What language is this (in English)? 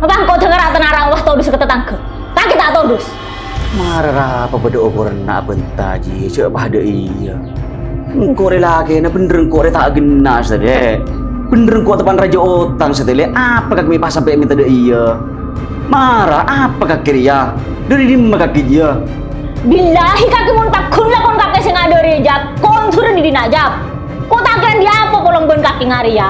Madurese